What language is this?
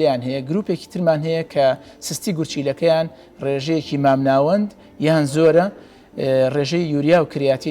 Central Kurdish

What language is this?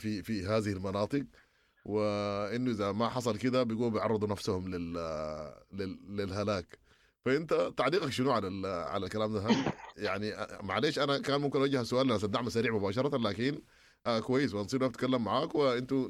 Sudanese Arabic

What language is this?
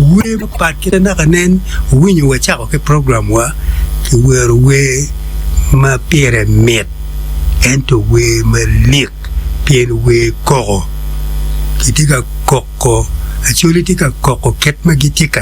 Acoli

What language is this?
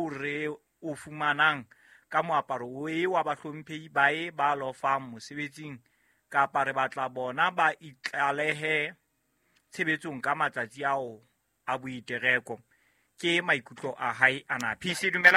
Southern Sotho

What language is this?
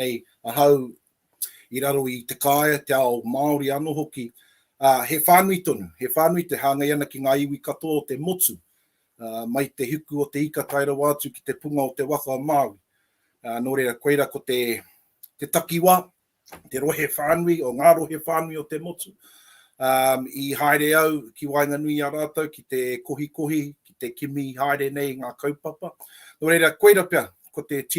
Māori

